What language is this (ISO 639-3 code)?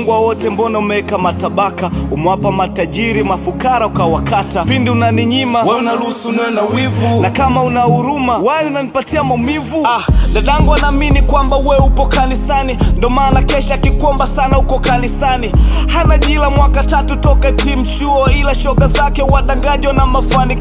swa